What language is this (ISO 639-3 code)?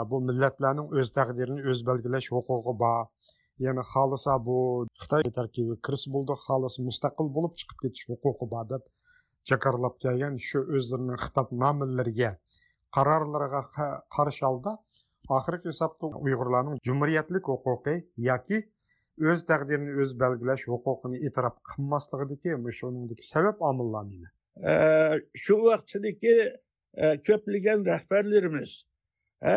uig